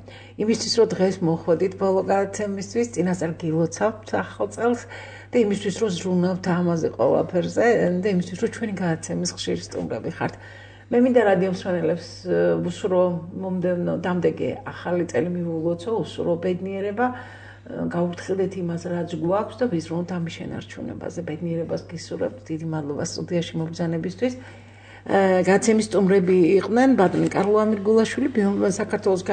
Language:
Georgian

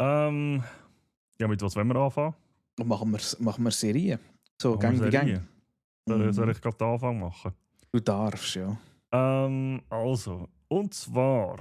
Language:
Swiss German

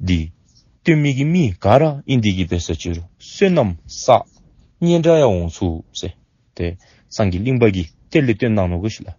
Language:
Dzongkha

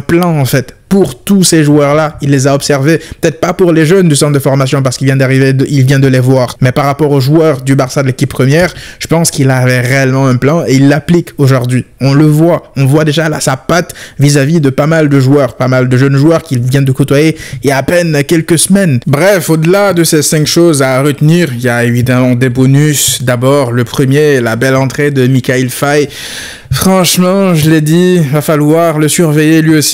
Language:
French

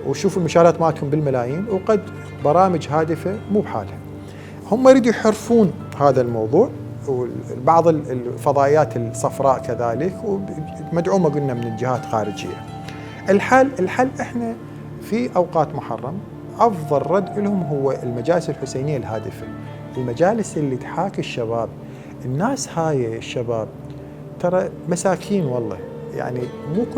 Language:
Mesopotamian Arabic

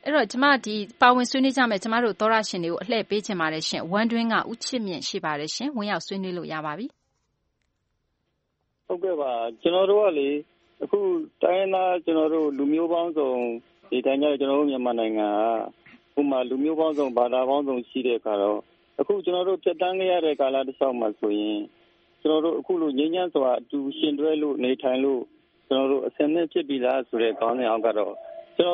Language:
Burmese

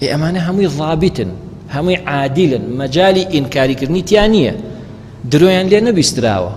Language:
Central Kurdish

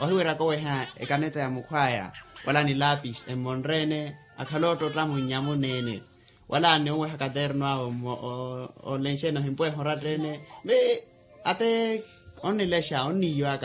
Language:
Makhuwa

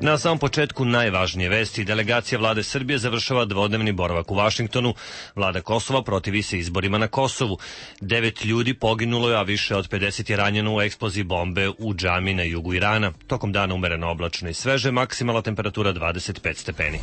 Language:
Serbian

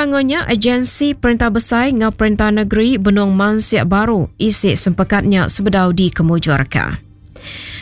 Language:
Iban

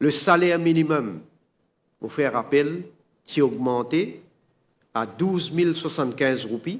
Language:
Morisyen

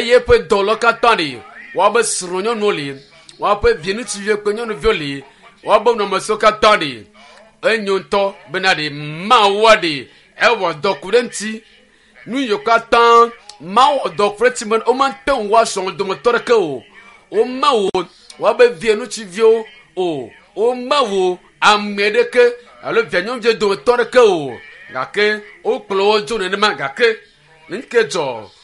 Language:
Ewe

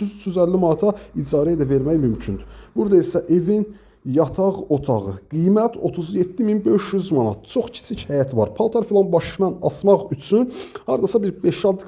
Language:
Azerbaijani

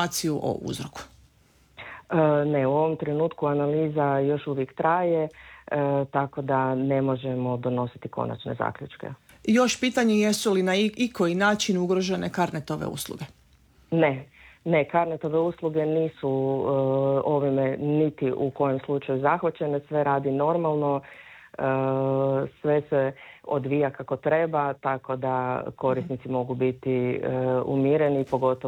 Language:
Croatian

